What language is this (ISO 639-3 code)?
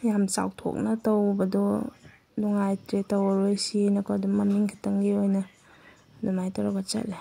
mni